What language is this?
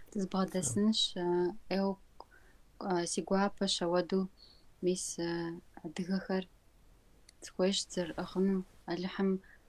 Kabardian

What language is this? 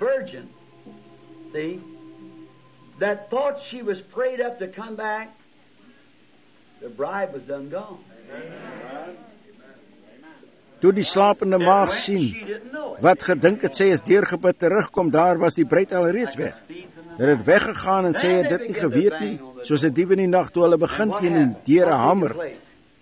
Afrikaans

